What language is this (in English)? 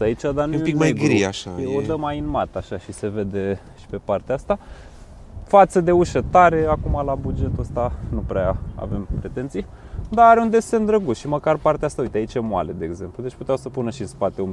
Romanian